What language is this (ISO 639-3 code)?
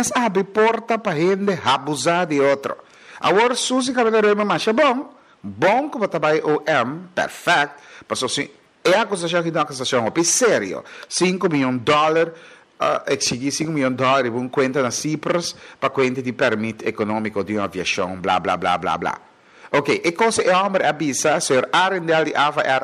pap